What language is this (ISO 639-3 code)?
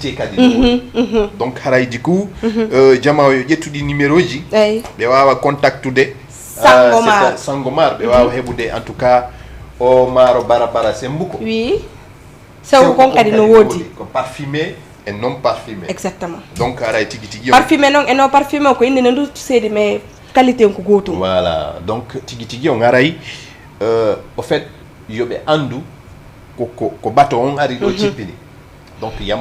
ful